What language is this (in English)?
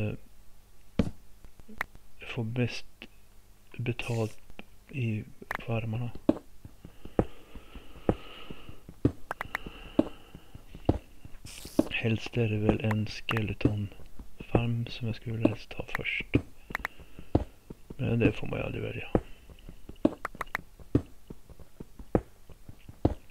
Swedish